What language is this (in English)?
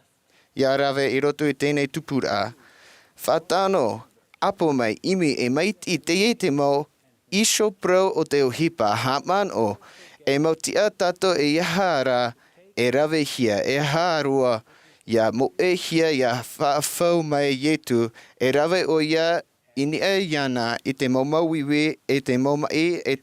Tahitian